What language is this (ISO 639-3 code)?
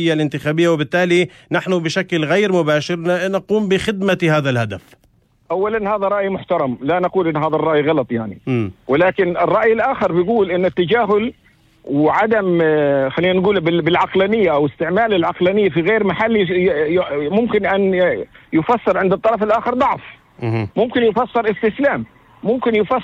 apc